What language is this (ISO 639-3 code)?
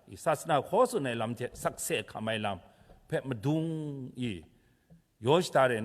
kac